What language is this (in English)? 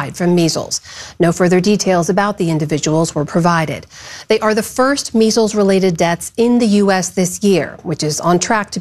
English